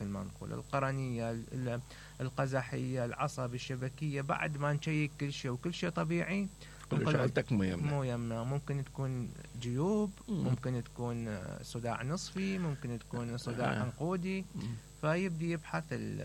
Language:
Mesopotamian Arabic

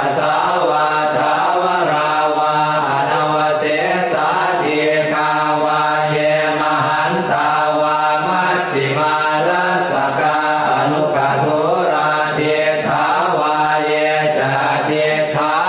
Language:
Pali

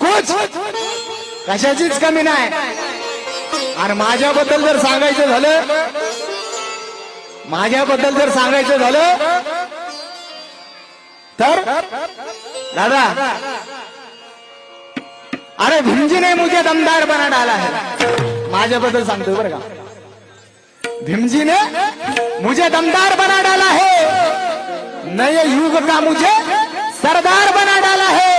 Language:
Marathi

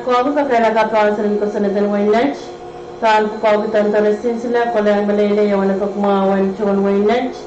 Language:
Pohnpeian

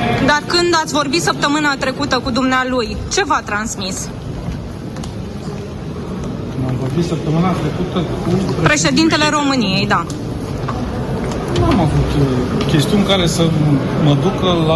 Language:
Romanian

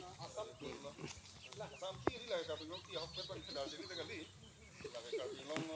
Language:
Karbi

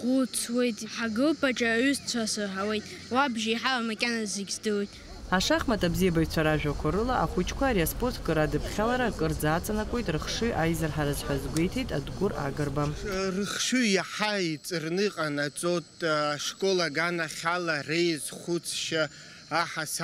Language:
Abkhazian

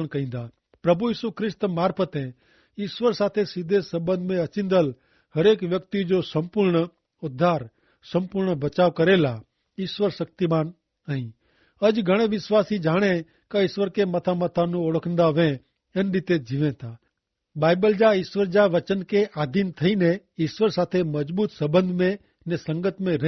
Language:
Kachhi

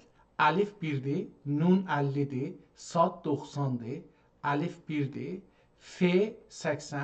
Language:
South Azerbaijani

